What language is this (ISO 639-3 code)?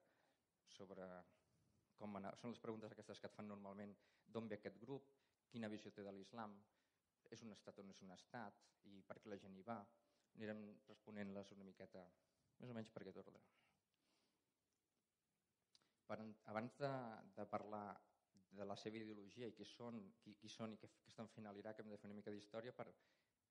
cat